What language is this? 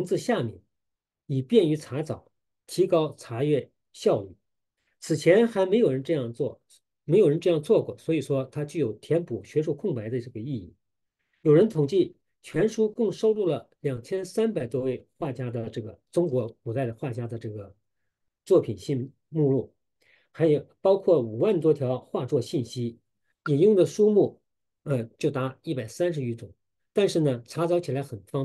Chinese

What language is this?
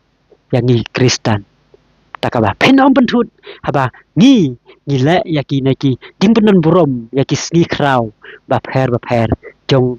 Khasi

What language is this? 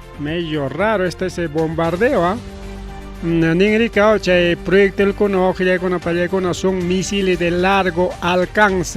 Ayacucho Quechua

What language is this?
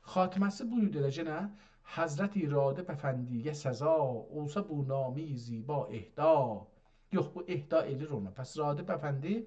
South Azerbaijani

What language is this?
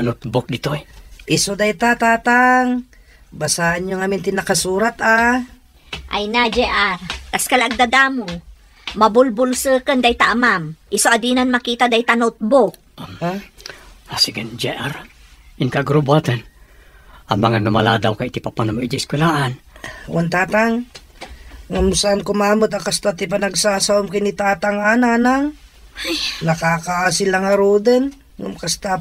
Iloko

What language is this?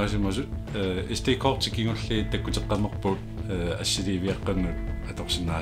Kalaallisut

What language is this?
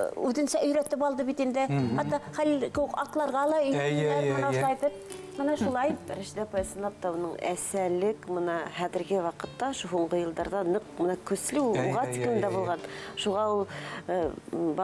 Bashkir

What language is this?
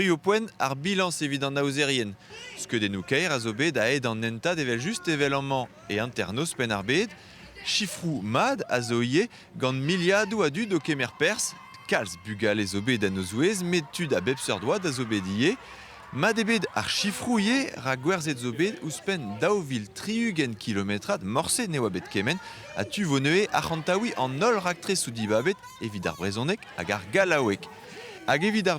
Breton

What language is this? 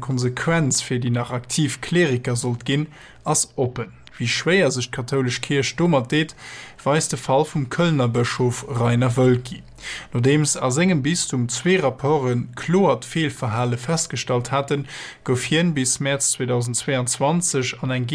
Luxembourgish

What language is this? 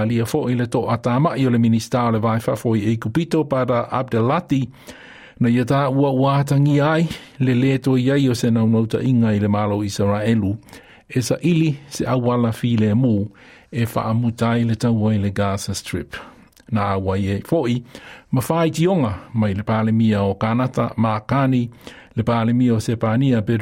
Samoan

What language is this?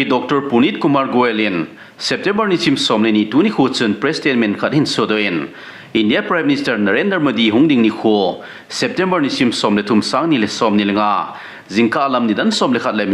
Thado Chin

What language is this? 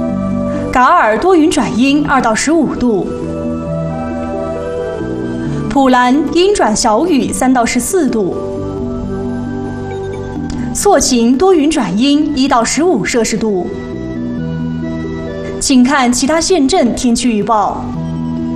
Chinese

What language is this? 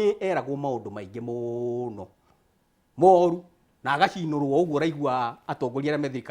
Kikuyu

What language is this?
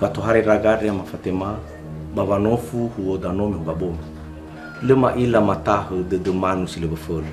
Nias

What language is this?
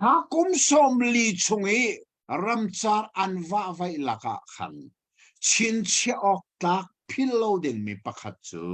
Hakha Chin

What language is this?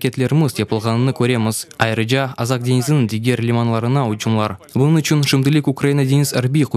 Crimean Tatar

